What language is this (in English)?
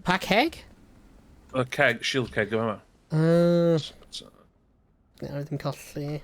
Welsh